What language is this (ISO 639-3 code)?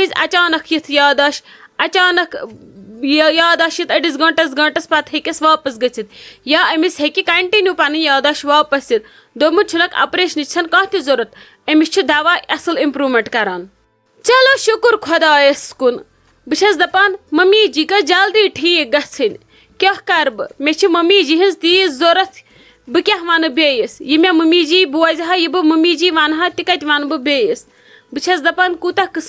kas